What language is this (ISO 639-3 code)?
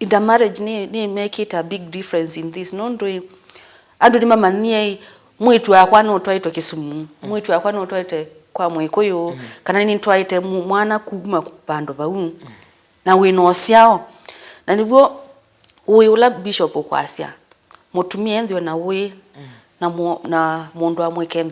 kam